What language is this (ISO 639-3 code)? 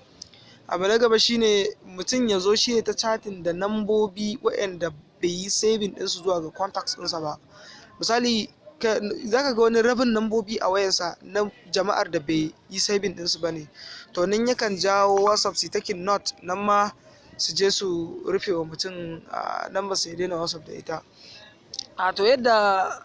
hau